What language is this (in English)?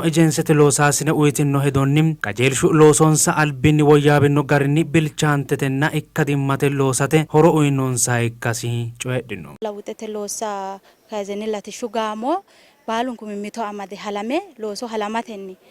Sidamo